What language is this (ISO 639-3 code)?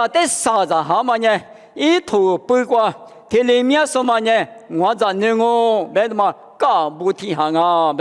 lis